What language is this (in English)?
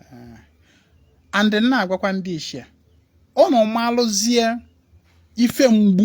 Igbo